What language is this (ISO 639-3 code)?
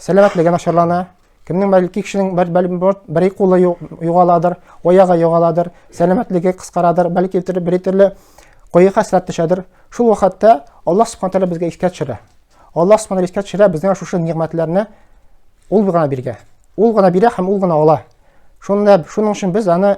tat